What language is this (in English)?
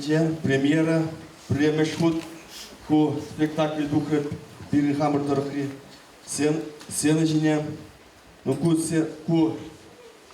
Chuvash